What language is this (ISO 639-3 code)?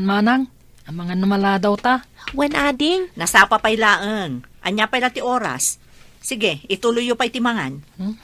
ilo